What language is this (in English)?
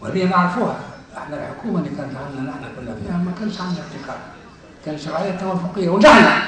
Tunisian Arabic